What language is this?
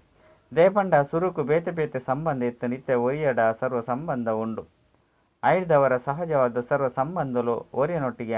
Tulu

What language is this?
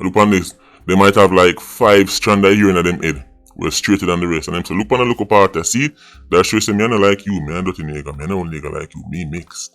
Jamaican Creole English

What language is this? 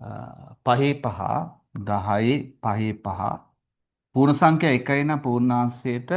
Sinhala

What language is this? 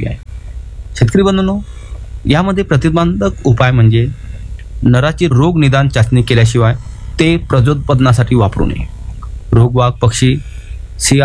Marathi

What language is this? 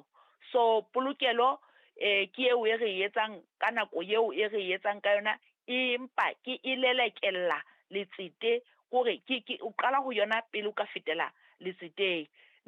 Southern Sotho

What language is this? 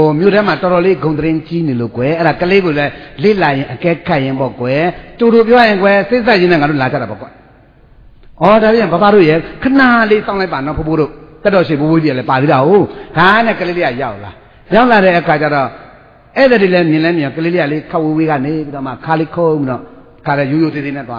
Burmese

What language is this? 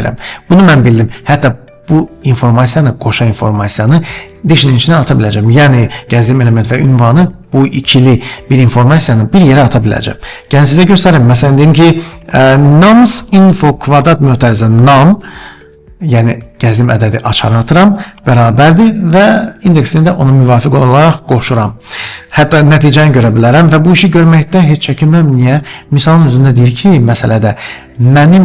Azerbaijani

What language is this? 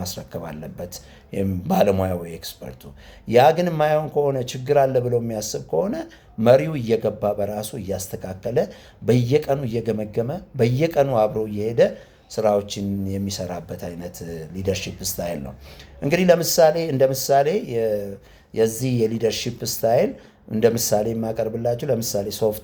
Amharic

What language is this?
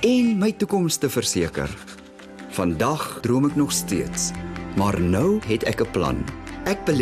Afrikaans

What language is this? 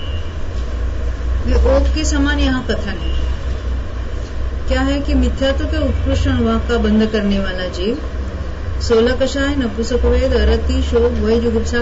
Hindi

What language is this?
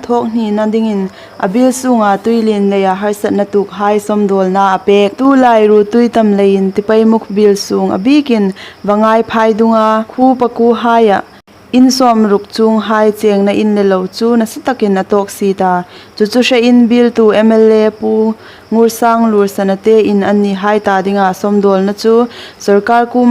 Hmar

